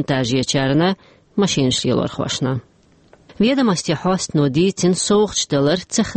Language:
Chechen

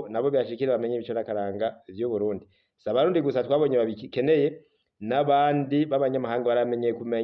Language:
Rundi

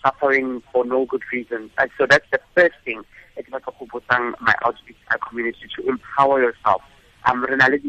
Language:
Tswana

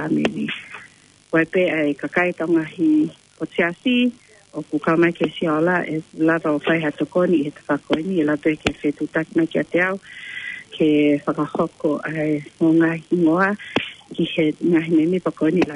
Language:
Tongan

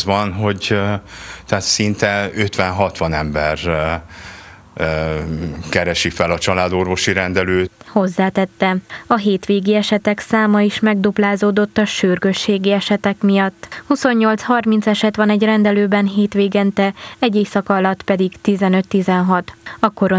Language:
Hungarian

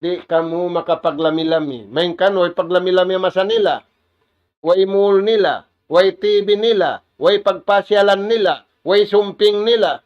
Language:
Tausug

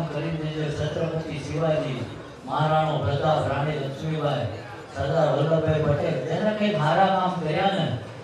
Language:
Gujarati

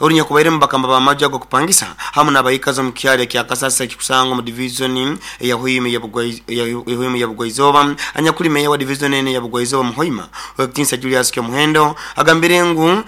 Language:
Nyoro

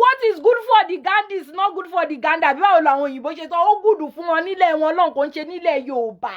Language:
Yoruba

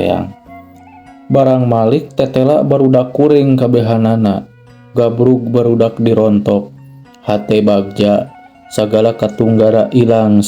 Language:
Sundanese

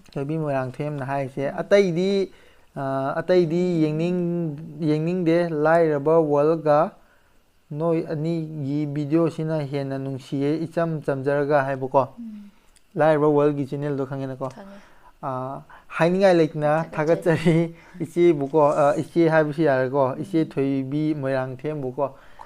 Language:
Manipuri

